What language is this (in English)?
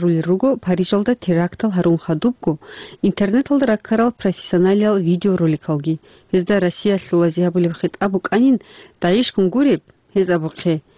Avaric